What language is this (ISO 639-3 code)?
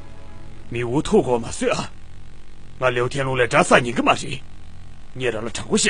bod